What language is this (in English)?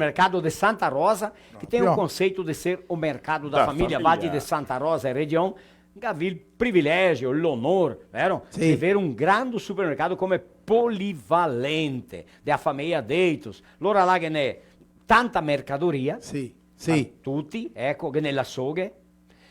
Venetian